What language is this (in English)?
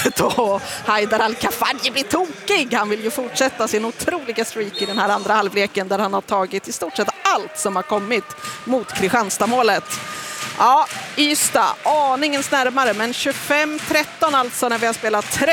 Swedish